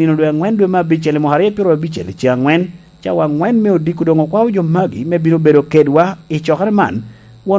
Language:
Lango (Uganda)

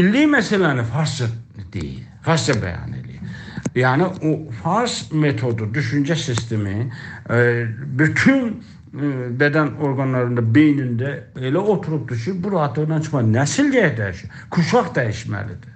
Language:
South Azerbaijani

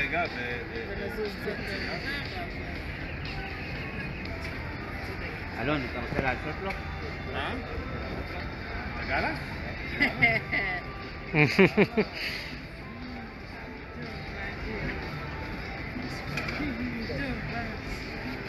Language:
Hebrew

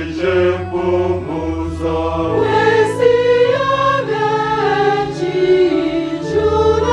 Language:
Nyankole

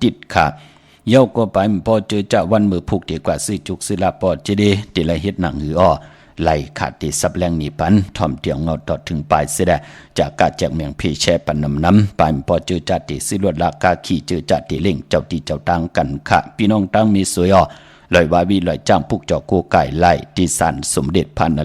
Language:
Shan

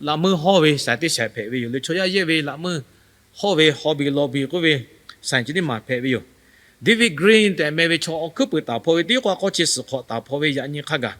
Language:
Lahu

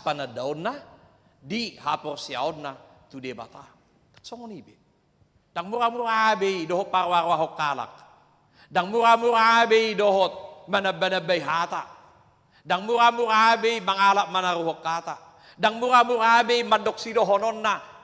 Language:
Batak Toba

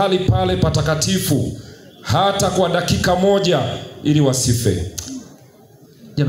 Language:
Swahili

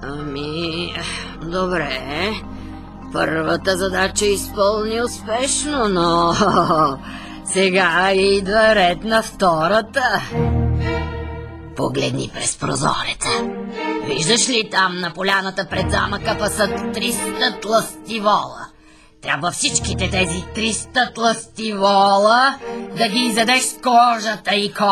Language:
Bulgarian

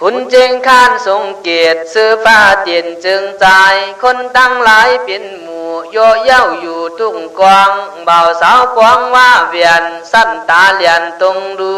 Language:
Khün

